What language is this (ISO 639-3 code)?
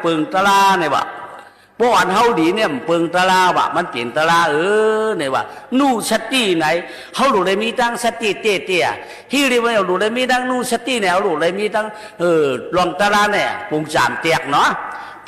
shn